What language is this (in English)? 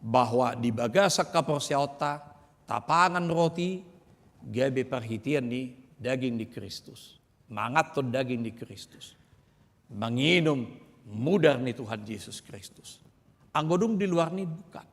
Batak Toba